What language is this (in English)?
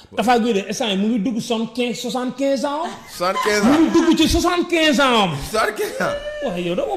Wolof